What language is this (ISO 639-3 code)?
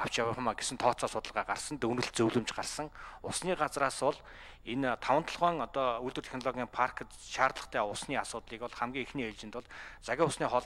mon